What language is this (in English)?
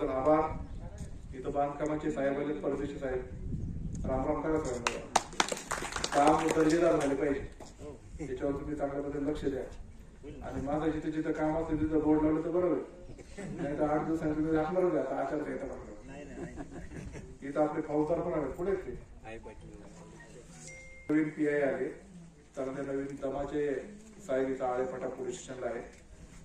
Marathi